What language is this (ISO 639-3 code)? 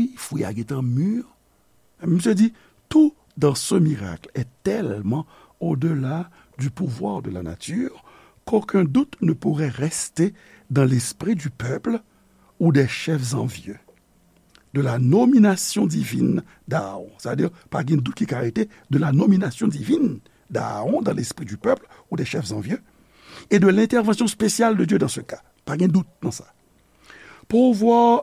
hat